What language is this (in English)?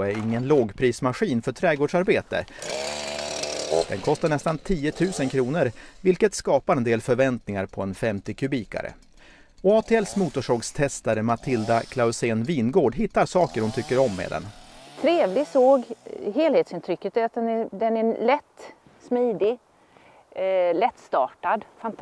Swedish